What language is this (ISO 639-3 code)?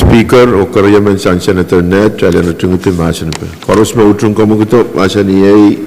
pon